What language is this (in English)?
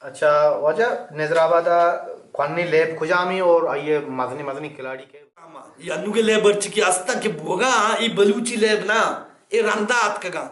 Baluchi